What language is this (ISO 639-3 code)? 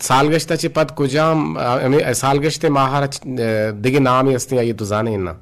bgp